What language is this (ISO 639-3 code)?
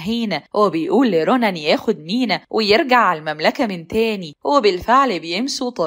arz